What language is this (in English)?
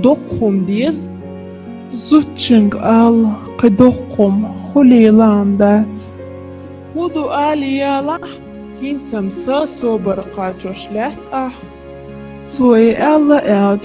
Chechen